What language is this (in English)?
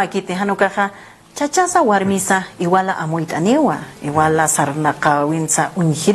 Aymara